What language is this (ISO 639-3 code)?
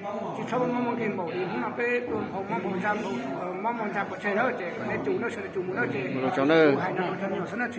hmn